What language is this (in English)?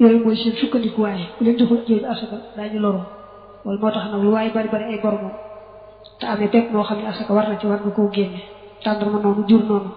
Wolof